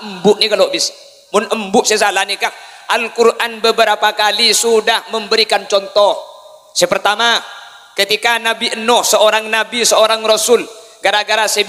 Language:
Madurese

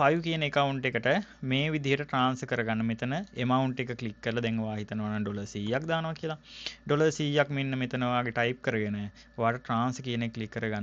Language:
Sinhala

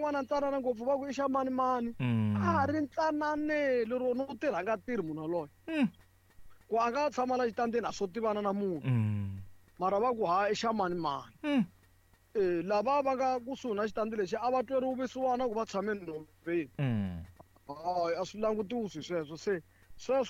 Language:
Tsonga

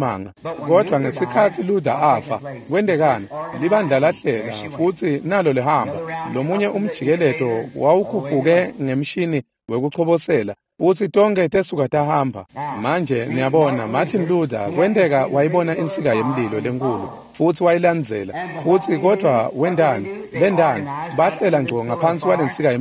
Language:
Swati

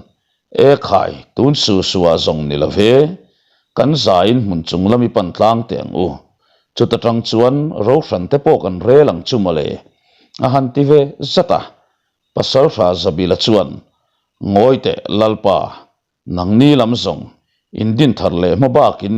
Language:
Mizo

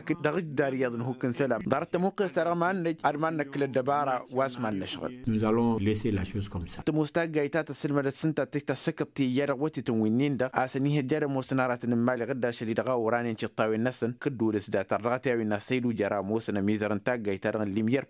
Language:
Tamasheq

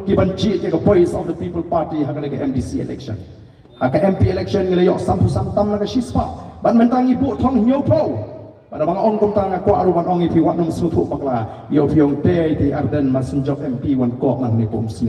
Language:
Khasi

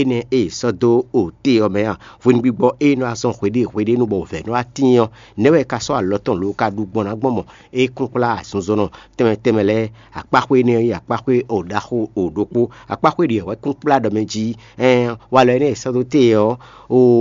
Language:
Fon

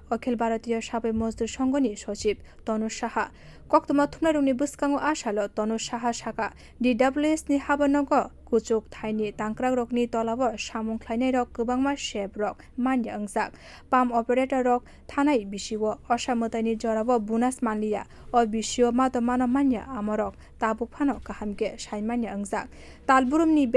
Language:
Kok Borok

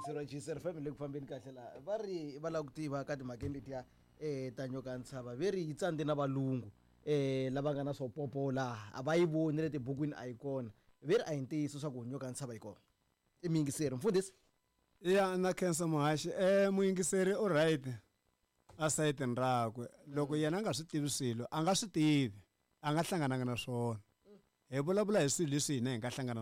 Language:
Tsonga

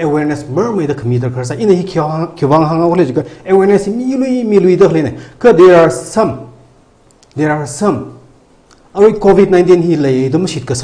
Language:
Tangkhul Naga (India)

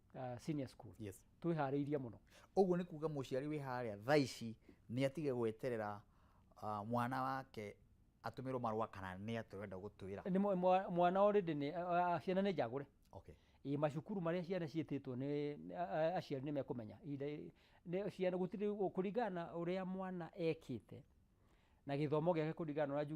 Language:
Kikuyu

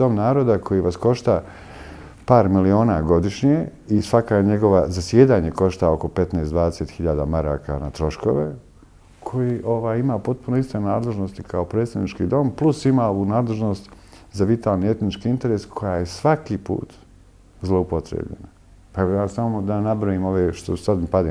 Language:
Bosnian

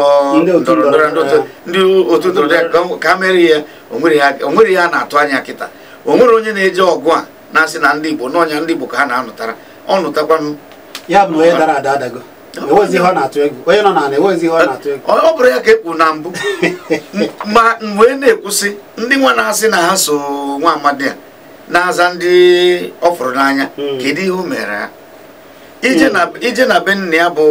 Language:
Igbo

